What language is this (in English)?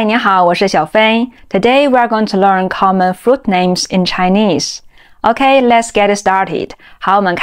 Chinese